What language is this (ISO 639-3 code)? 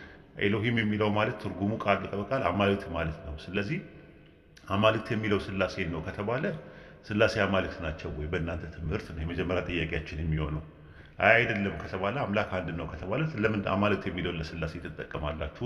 amh